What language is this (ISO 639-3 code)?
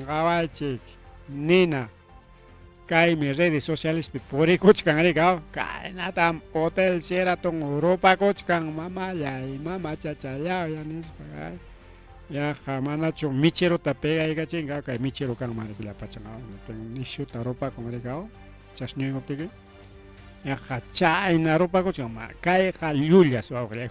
quy